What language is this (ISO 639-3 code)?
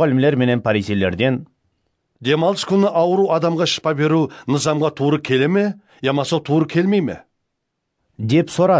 kaa